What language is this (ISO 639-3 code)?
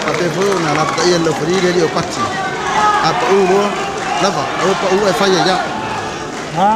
smo